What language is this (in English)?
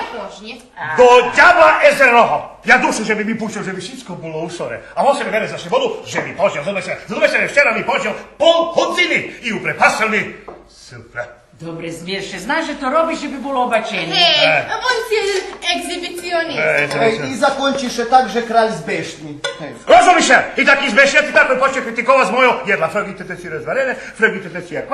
Rusyn